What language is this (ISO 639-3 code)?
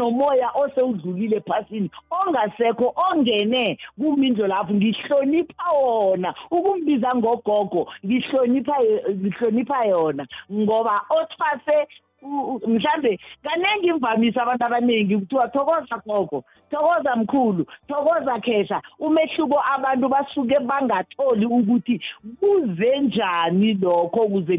nbl